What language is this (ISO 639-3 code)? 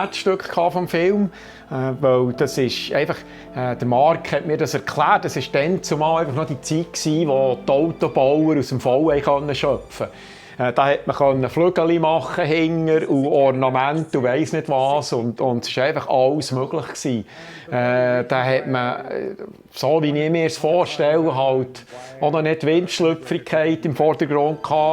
gsw